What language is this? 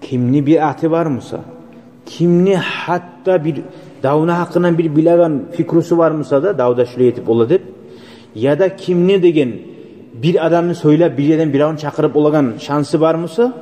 Kumyk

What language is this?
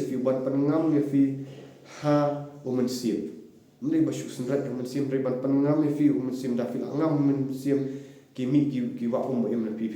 Khasi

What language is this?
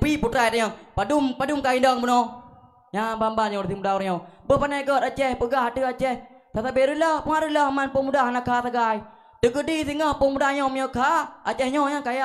Achinese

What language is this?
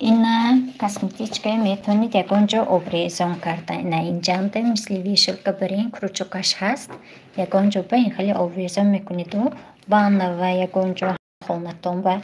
Tajik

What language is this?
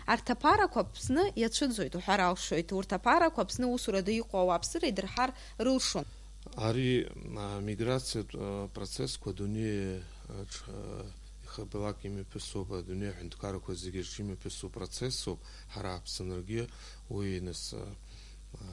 Abkhazian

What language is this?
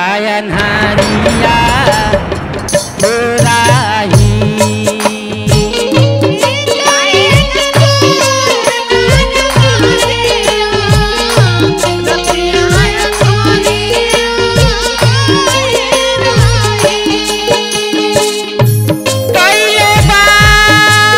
Bhojpuri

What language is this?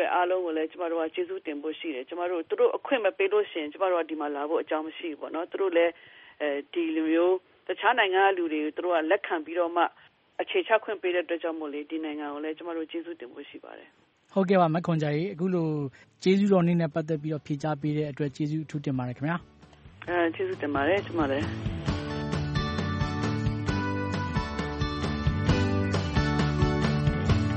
Burmese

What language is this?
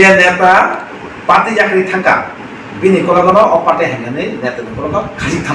Kok Borok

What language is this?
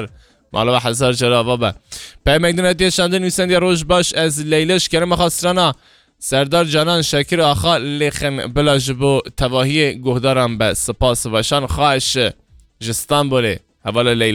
Kurdish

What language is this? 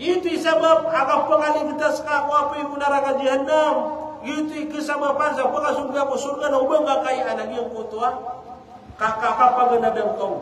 Maranao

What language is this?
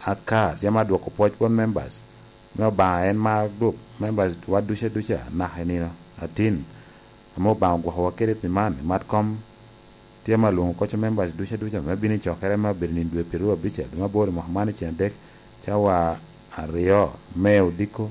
Lango (Uganda)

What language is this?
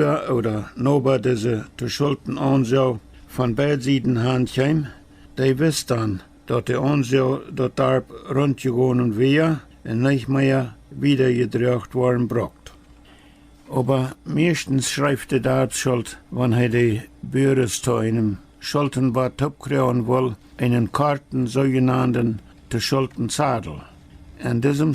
Plautdietsch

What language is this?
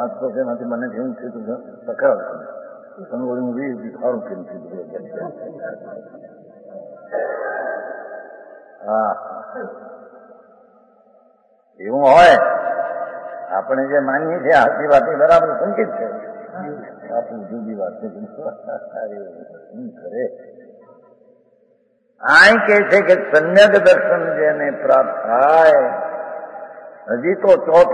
Gujarati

